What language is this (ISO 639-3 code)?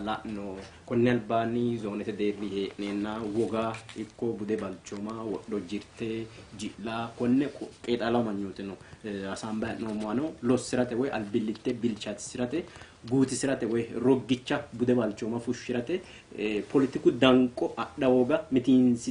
sid